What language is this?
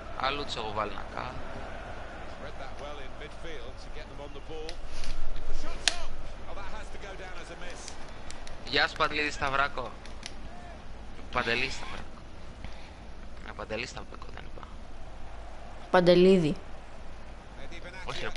Greek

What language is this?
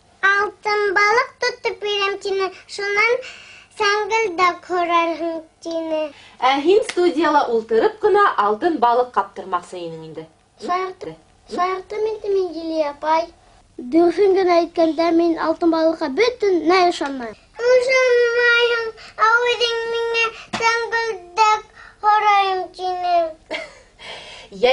Bashkir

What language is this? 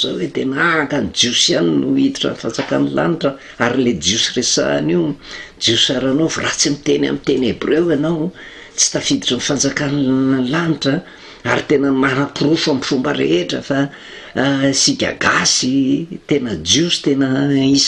Malagasy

